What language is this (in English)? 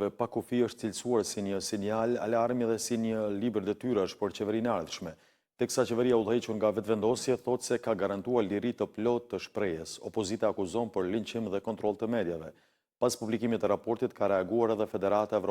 Albanian